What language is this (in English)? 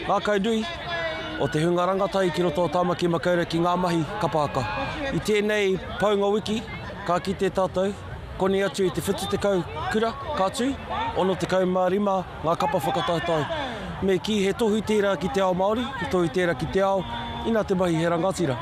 Māori